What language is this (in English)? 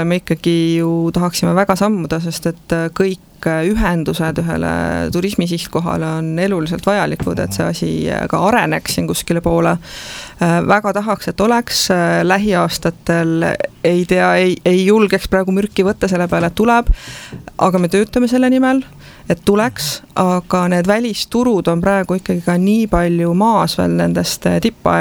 Estonian